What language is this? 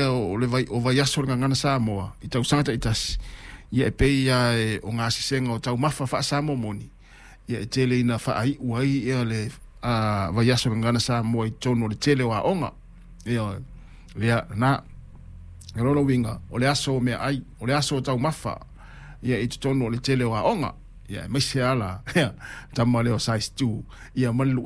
Samoan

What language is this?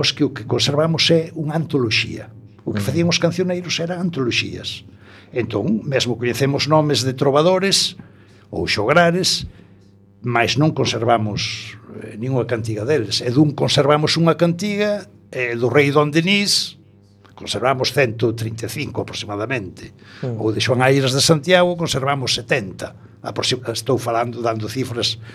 Galician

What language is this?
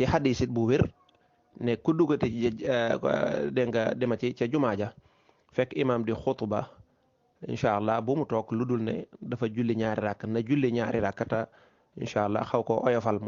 Wolof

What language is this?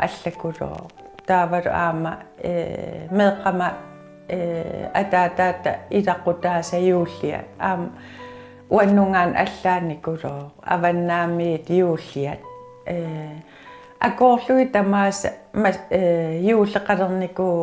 Kalaallisut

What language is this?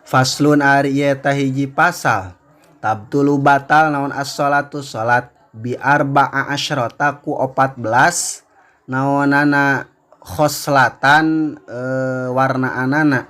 Sundanese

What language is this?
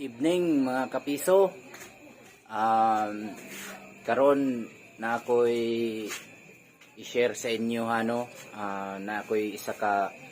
Cebuano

